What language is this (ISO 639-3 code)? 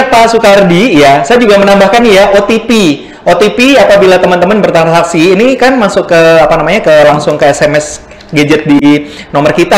ind